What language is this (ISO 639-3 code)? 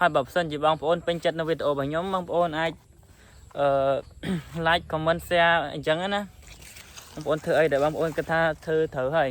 khm